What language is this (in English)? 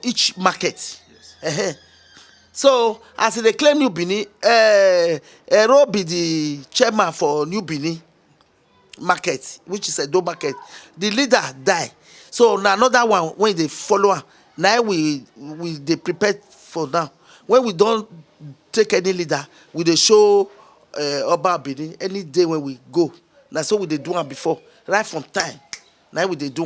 Nigerian Pidgin